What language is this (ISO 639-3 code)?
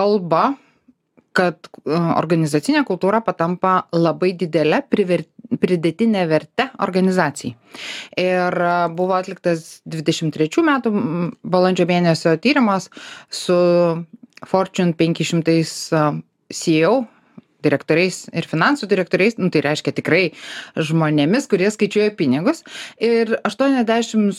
lit